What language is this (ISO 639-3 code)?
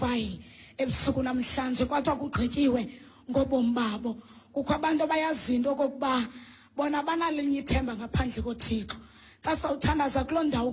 xho